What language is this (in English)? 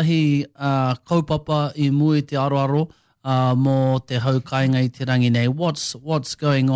Māori